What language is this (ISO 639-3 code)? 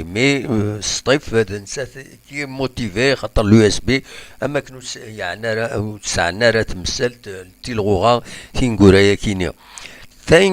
kab